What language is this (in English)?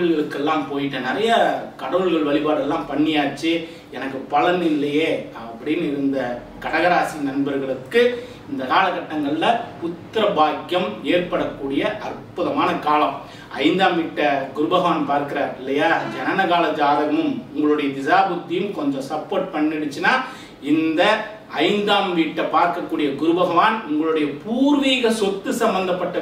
Tamil